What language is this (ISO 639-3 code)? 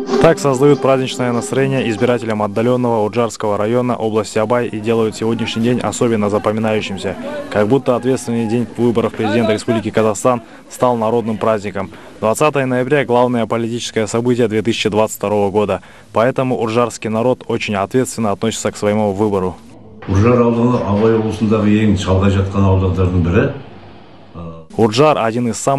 rus